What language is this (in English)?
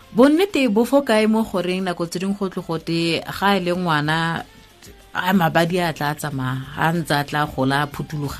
Tswana